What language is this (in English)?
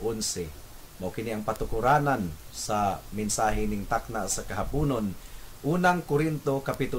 Cebuano